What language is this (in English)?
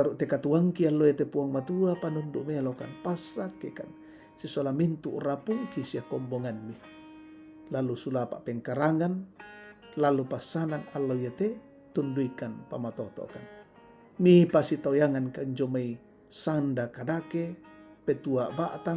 Toraja-Sa'dan